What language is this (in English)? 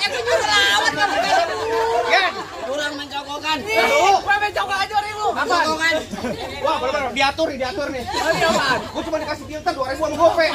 Betawi